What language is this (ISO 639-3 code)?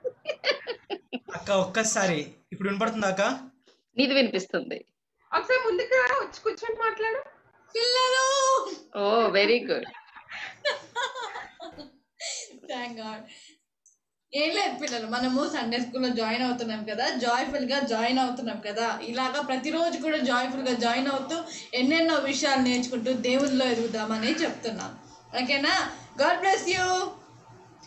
tel